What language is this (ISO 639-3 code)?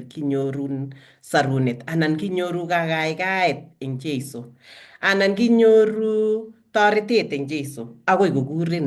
kln